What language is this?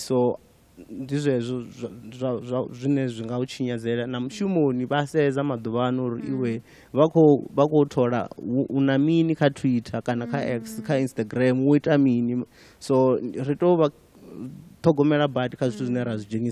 Venda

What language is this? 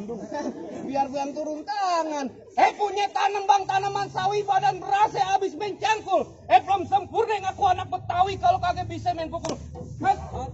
Betawi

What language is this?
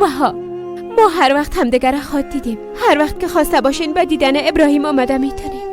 Persian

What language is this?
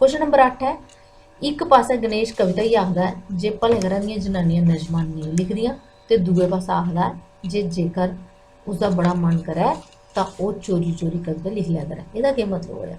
Dogri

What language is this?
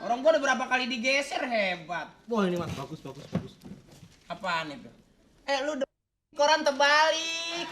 Betawi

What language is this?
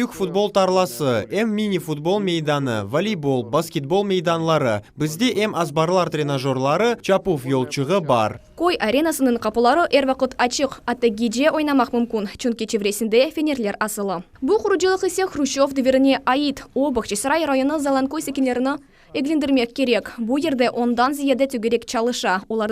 Crimean Tatar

